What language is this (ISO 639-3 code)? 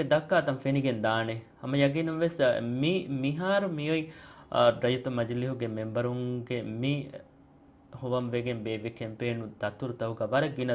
div